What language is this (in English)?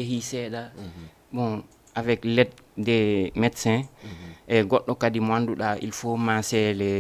Fula